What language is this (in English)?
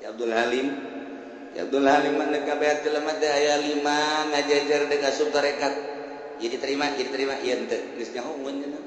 Sundanese